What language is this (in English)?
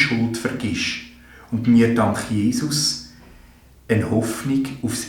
Swiss German